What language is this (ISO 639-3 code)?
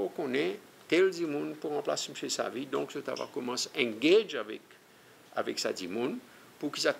crs